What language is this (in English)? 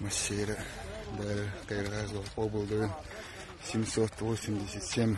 Chechen